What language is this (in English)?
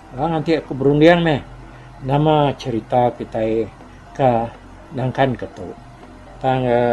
Iban